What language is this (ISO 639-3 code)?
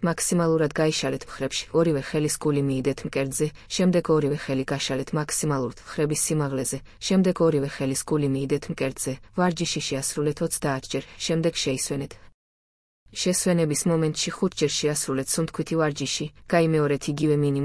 kat